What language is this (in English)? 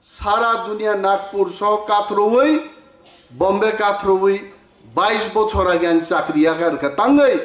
Kok Borok